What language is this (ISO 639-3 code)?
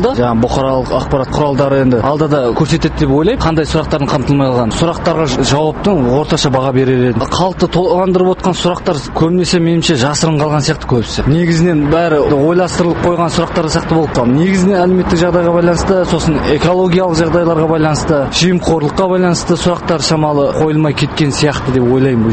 kaz